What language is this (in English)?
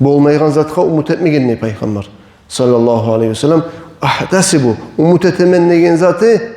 Kumyk